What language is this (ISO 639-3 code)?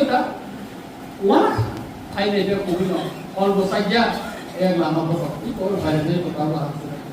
trp